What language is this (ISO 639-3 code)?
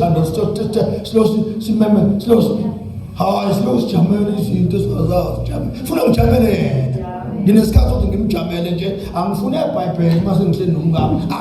zul